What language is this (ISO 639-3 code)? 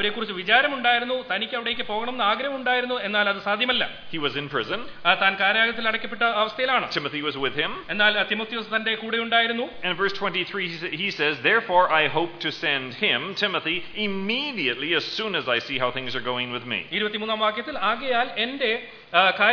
mal